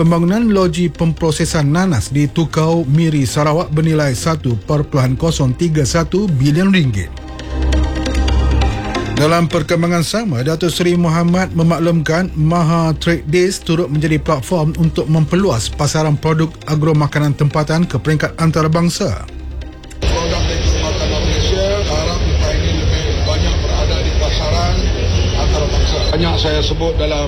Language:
Malay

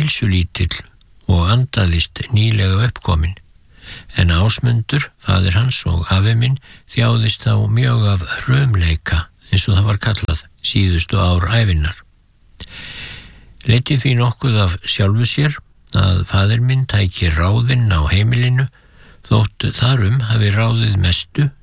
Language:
Icelandic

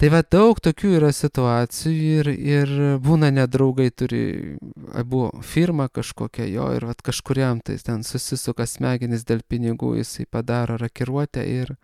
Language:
Lithuanian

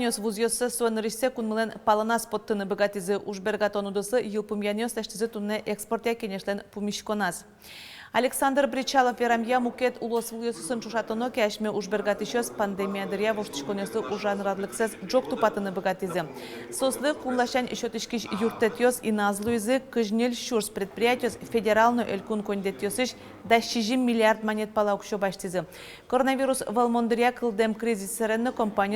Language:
Udmurt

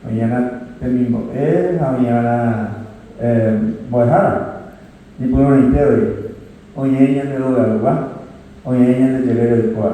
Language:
Guarani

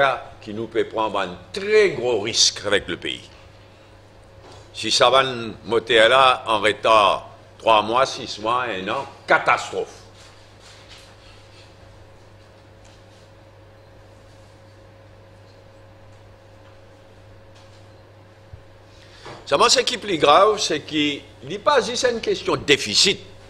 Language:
French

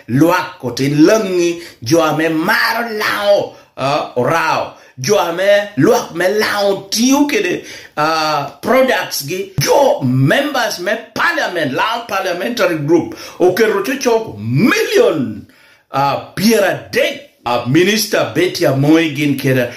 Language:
Lango (Uganda)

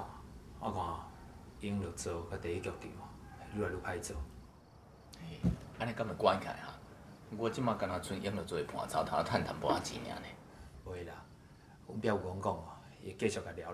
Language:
Min Nan Chinese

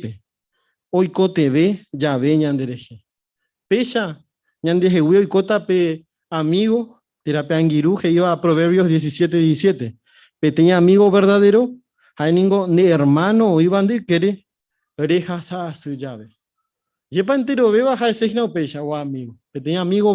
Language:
Guarani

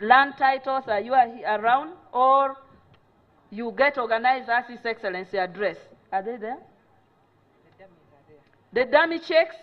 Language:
Nyankole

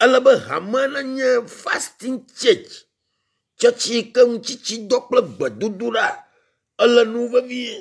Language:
Ewe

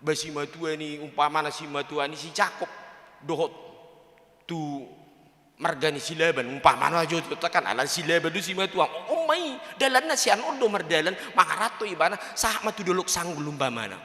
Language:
Batak Toba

